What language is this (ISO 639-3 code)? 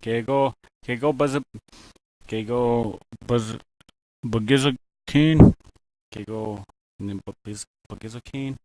oji